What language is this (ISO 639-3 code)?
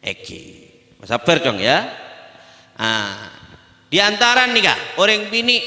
mad